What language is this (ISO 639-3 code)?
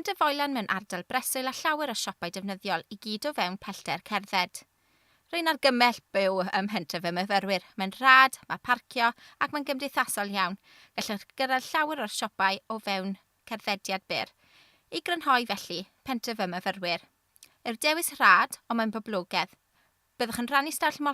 cym